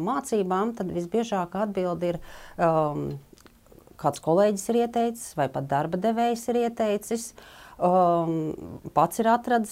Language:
Latvian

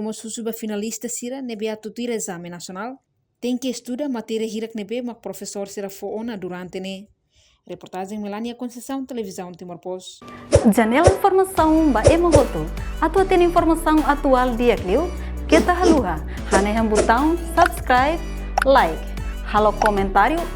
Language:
Tetum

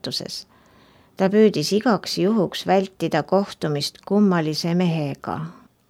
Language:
Estonian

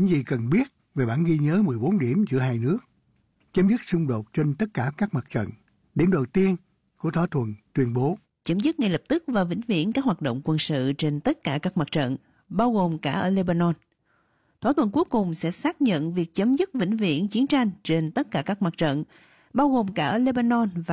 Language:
Vietnamese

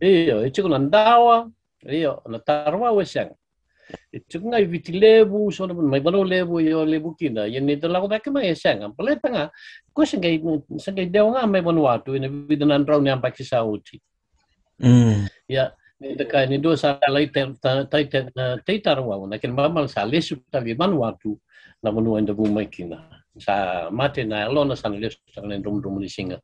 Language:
Fijian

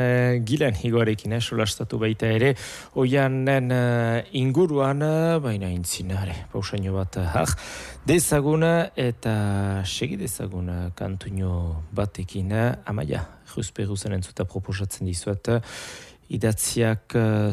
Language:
Basque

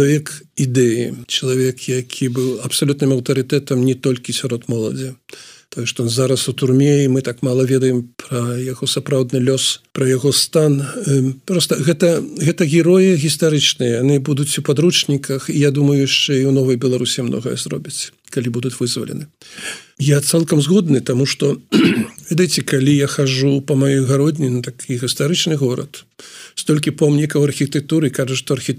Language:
Belarusian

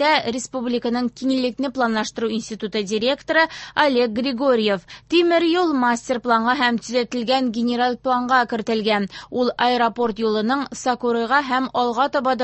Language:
Tatar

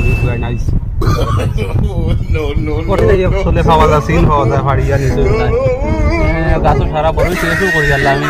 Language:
Sylheti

